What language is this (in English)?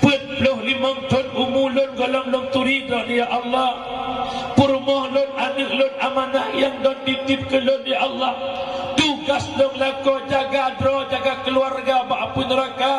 Achinese